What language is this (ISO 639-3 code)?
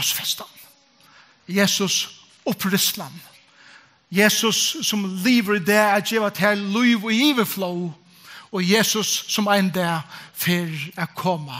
fao